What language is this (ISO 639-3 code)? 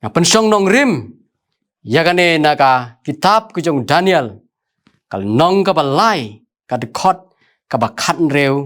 kha